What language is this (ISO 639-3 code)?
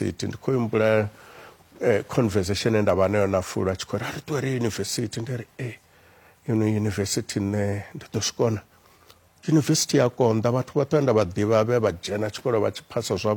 ven